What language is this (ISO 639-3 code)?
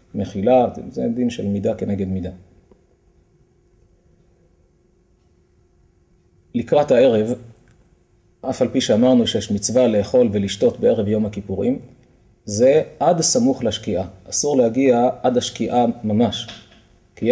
heb